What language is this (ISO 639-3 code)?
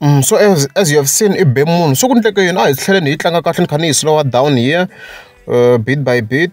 tso